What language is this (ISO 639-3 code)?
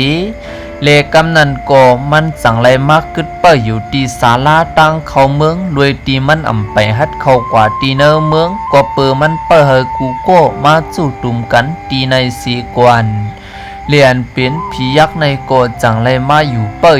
shn